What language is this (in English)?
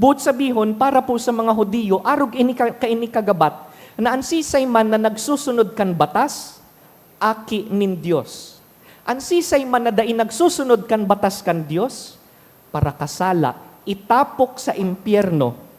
Bikol